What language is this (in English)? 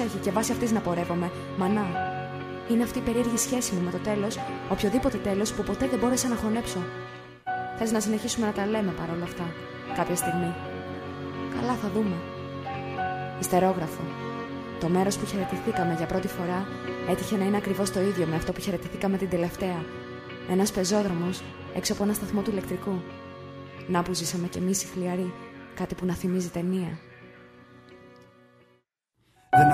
Greek